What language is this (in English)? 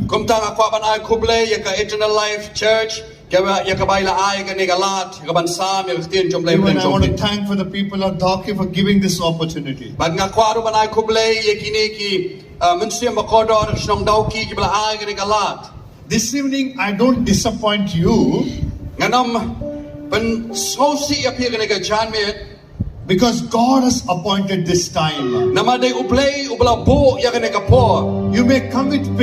Khasi